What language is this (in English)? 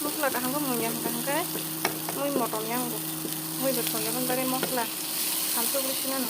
Kok Borok